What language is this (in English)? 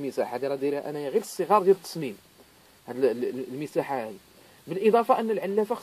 Moroccan Arabic